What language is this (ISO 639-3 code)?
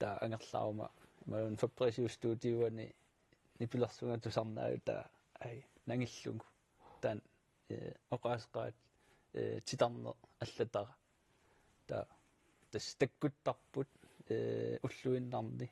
kal